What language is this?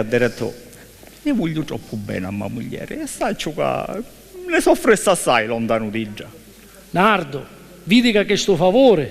Sicilian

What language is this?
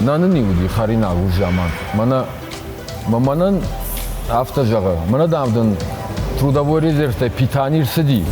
Ossetic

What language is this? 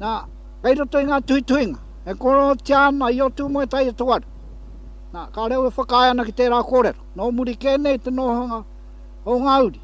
Māori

